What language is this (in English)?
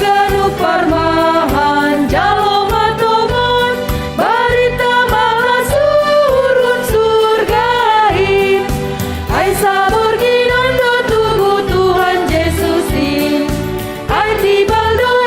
Batak Simalungun